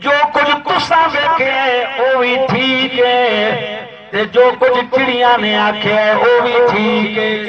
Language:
Saraiki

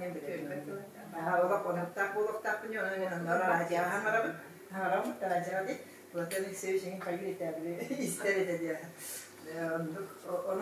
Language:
Yakut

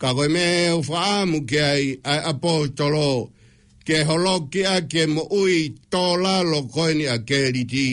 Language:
Tongan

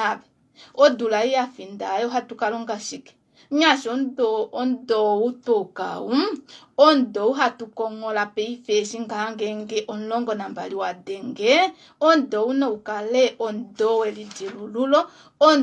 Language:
Kuanyama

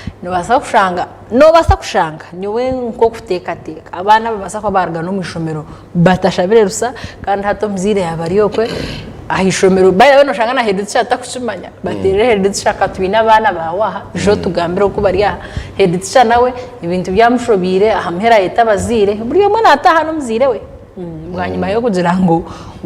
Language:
Nyankole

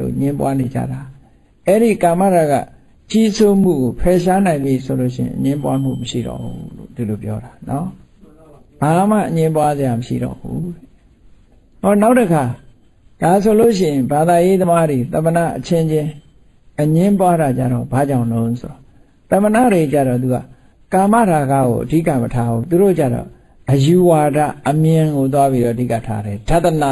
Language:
Burmese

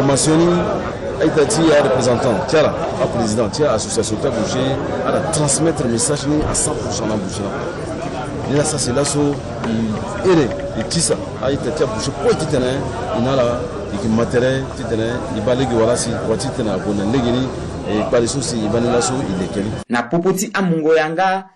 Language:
Sango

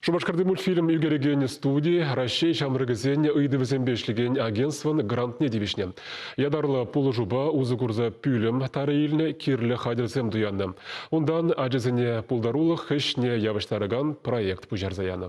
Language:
Chuvash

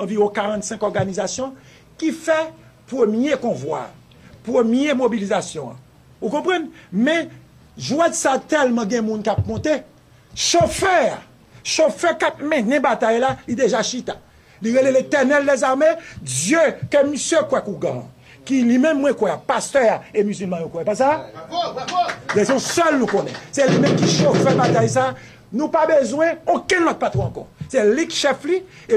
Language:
Haitian Creole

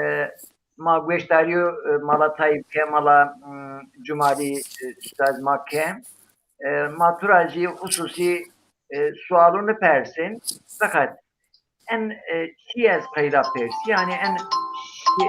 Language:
Zaza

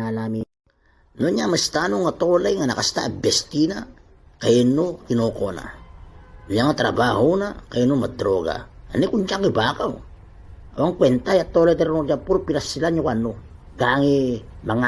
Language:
Itawit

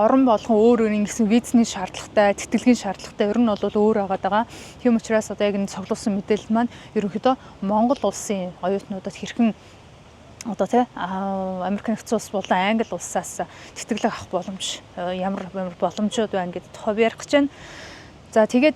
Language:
Mongolian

